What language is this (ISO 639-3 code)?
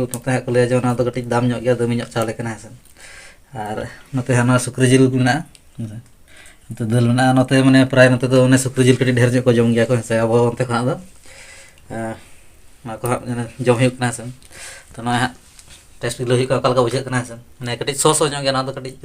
sat